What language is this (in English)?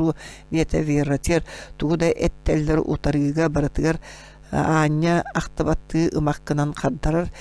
Yakut